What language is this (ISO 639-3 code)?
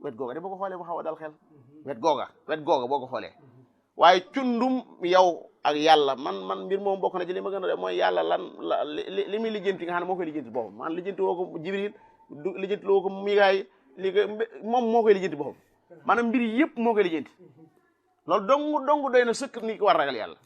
wol